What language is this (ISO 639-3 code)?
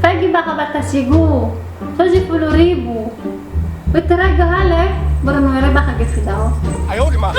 nia